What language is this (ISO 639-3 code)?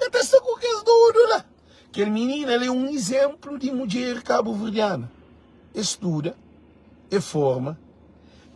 kea